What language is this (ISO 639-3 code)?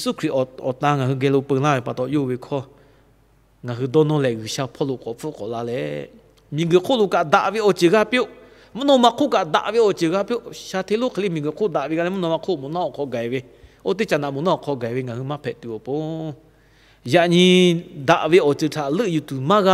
lhu